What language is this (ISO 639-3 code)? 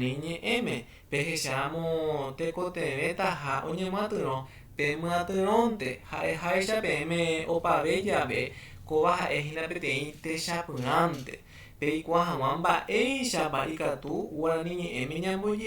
grn